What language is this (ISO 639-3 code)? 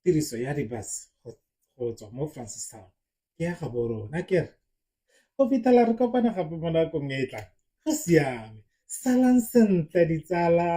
tsn